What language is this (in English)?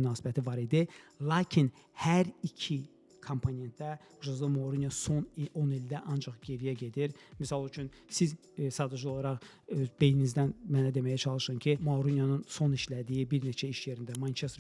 Azerbaijani